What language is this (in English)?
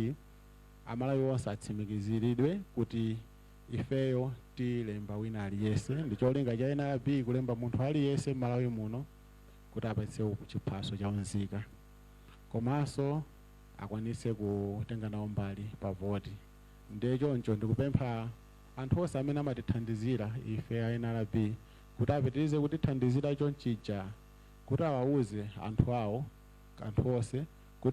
Nyanja